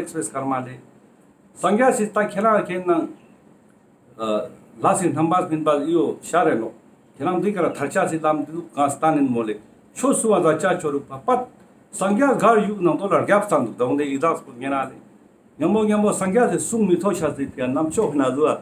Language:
Ladakhi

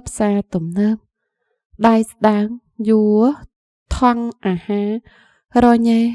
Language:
Khmer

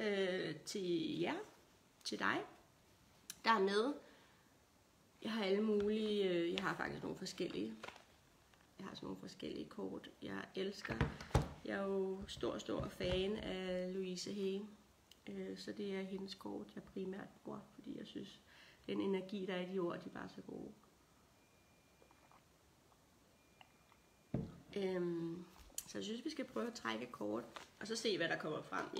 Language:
Danish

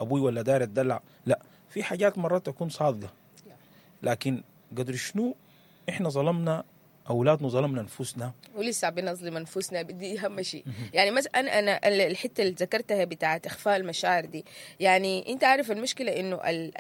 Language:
Sudanese Arabic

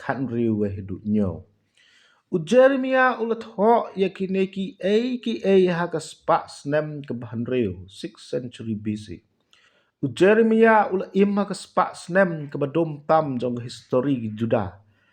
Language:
Khasi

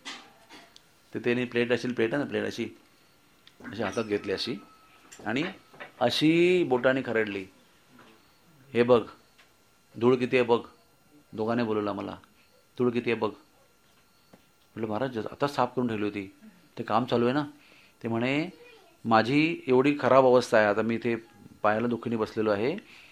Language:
Marathi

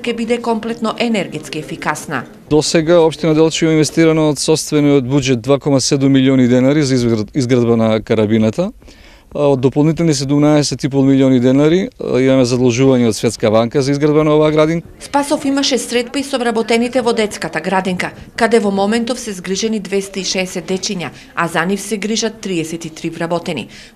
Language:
Macedonian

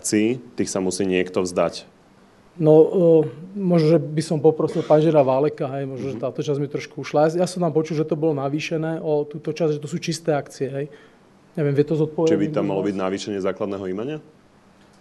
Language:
Slovak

